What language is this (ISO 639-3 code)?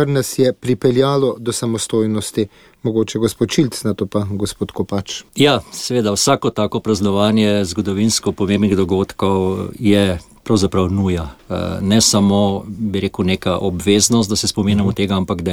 slv